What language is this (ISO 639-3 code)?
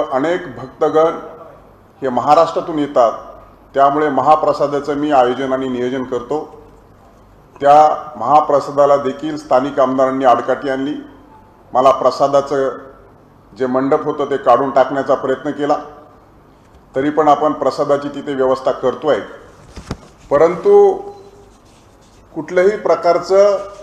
mar